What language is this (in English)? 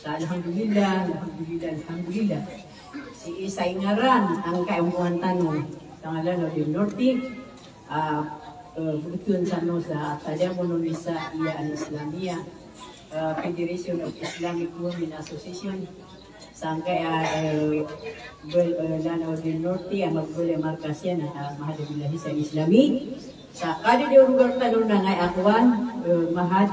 Maranao